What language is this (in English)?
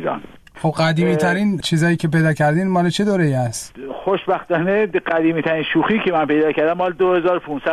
Persian